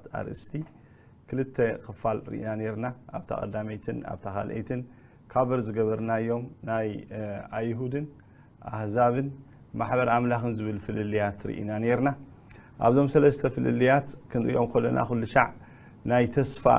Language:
Tigrinya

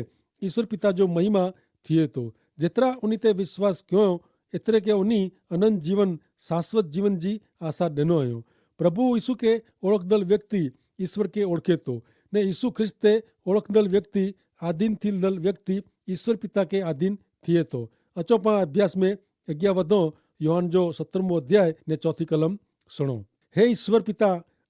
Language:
Kachhi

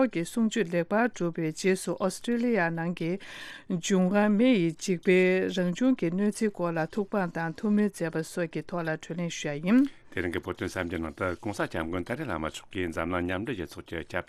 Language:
Tibetan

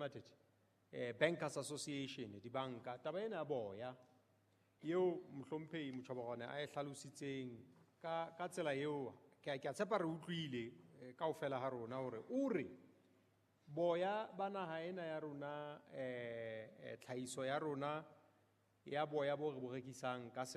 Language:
Southern Sotho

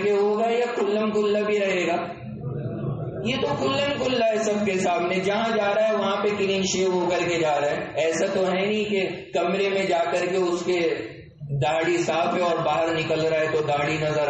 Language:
Urdu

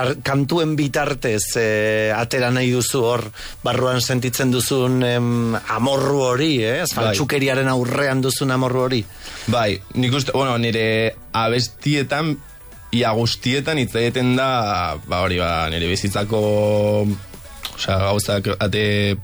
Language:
Basque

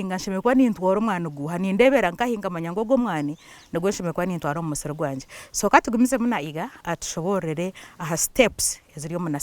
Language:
Nyankole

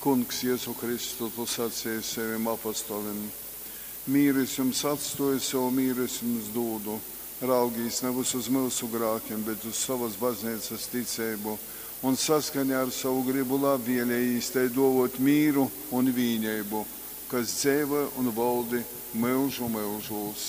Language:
Latgalian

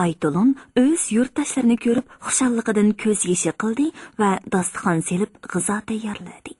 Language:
Uyghur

